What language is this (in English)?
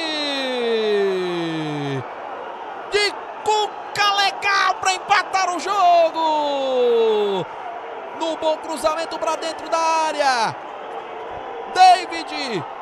Portuguese